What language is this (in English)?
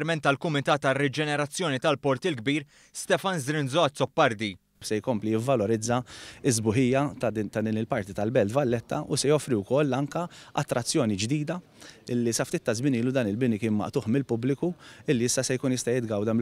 Maltese